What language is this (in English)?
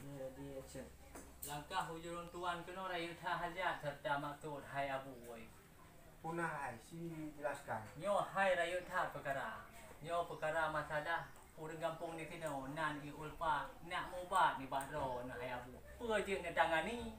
Achinese